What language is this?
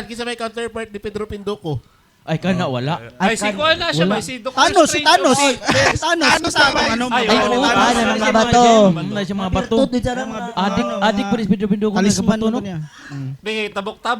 Cebuano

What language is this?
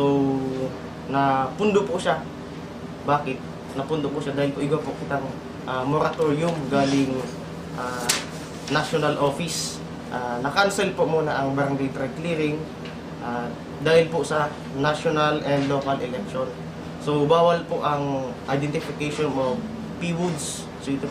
Bikol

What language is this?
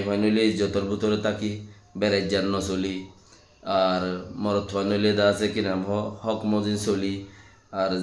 Rohingya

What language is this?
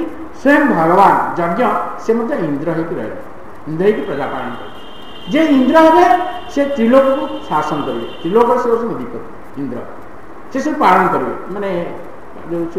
Odia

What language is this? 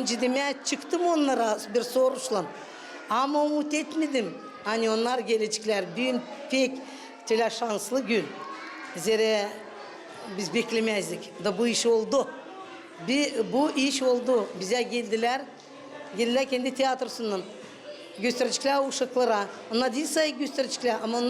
Gagauz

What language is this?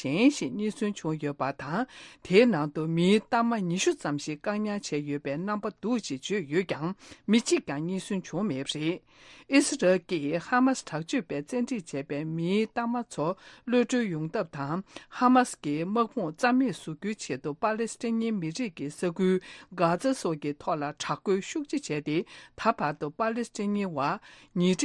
Tibetan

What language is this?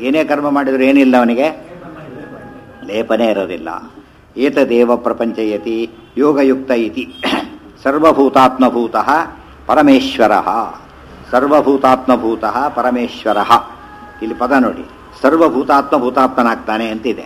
Kannada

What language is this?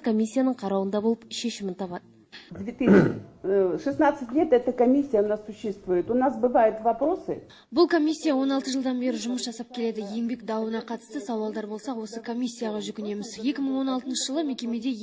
Kazakh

